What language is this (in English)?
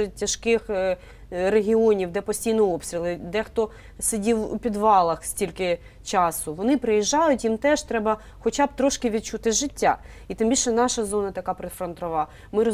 Ukrainian